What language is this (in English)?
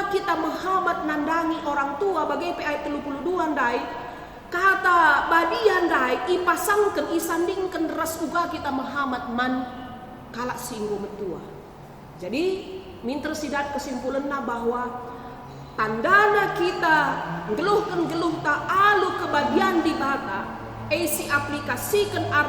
Batak Karo